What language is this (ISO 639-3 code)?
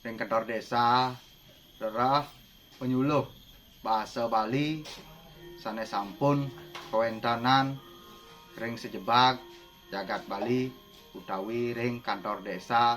ban